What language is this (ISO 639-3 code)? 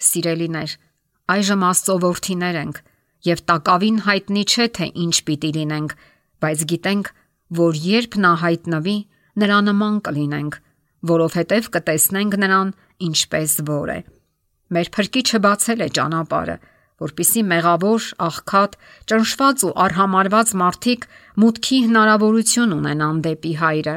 hye